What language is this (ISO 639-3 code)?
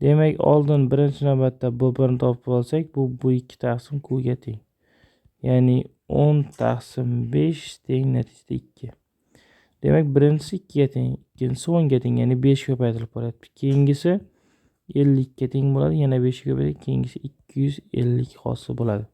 uzb